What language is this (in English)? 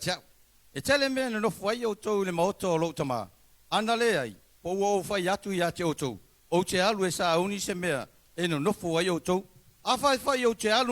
Samoan